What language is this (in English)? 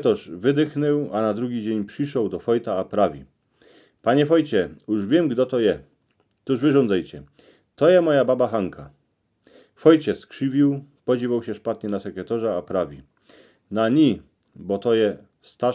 Silesian